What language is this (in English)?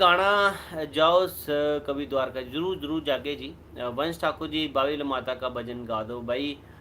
Dogri